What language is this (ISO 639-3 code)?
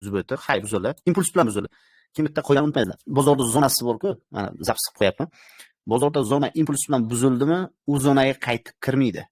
uzb